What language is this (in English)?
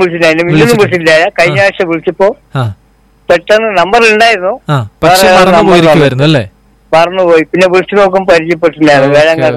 Malayalam